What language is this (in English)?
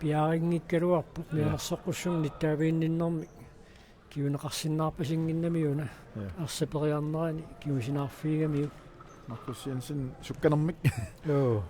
Kalaallisut